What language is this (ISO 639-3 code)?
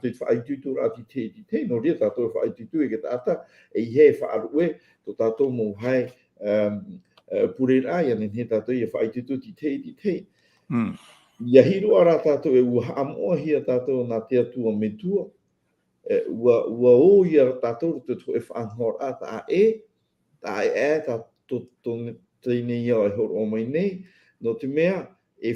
tah